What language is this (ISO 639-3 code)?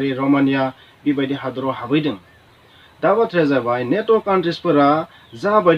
brx